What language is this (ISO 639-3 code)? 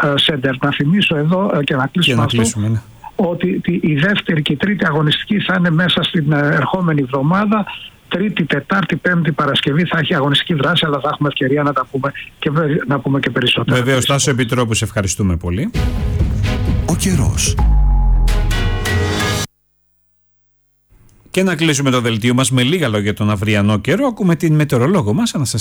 ell